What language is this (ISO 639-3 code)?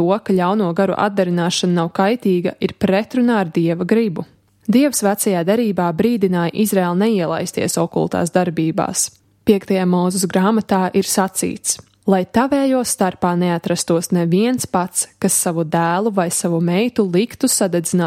lav